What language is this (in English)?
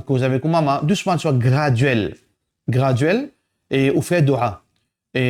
Morisyen